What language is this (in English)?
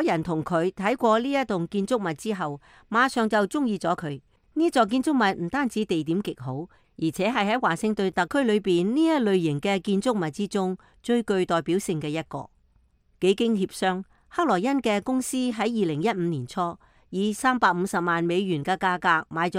Cantonese